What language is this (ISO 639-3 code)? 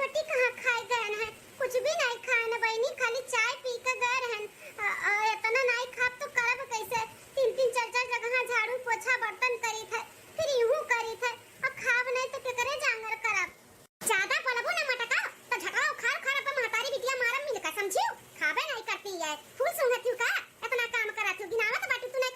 awa